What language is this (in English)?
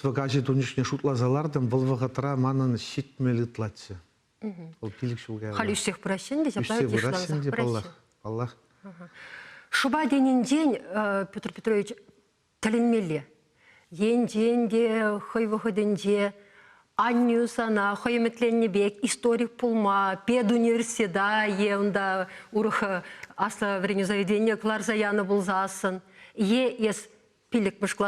Chuvash